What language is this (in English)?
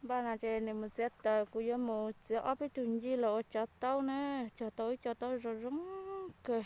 Hmong